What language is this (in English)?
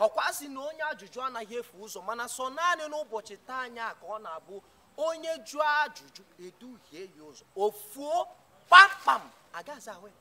Igbo